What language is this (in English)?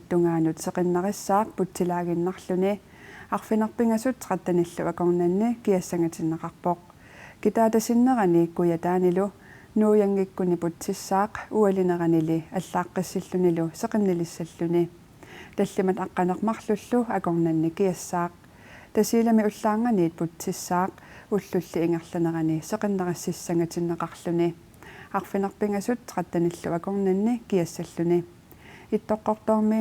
Kalaallisut